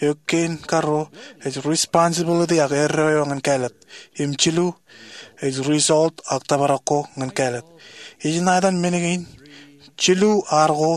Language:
Marshallese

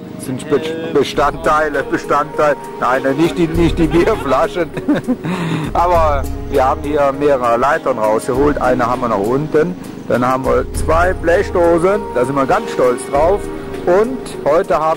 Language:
German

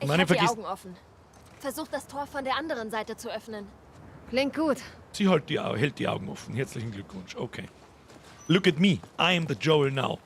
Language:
Bavarian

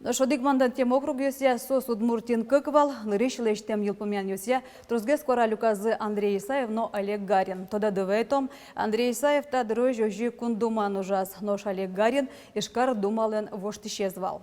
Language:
Udmurt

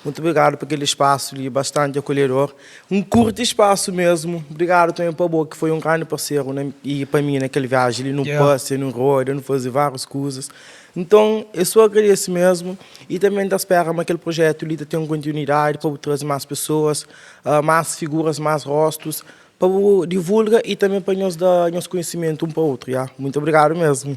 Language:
Kabuverdianu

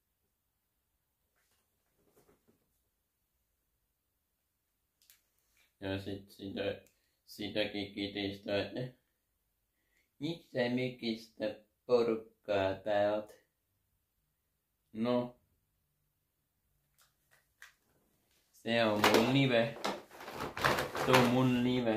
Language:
Finnish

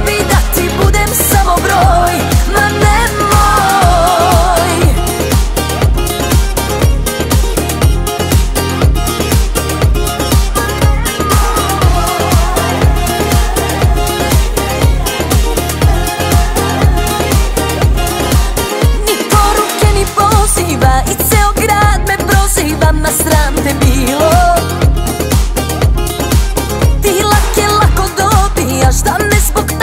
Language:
Serbian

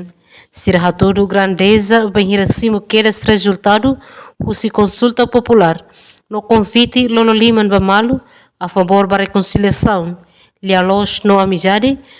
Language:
Tetum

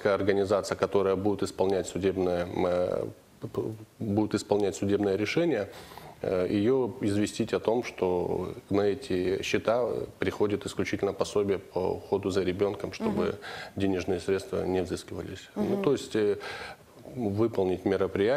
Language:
Russian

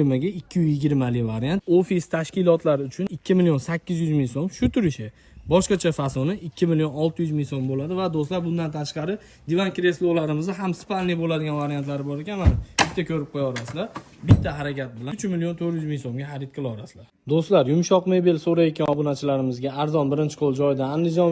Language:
Uzbek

